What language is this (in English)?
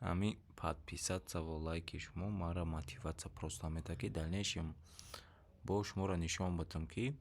Tajik